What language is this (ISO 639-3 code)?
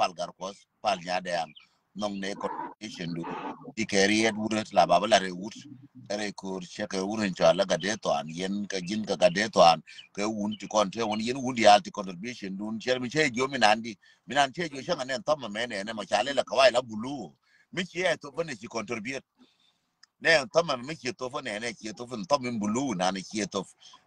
nus